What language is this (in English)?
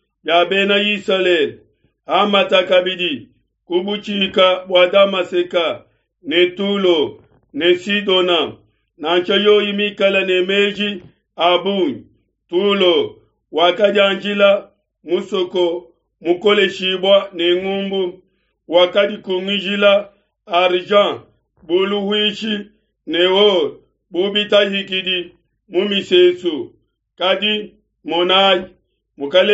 Luba-Lulua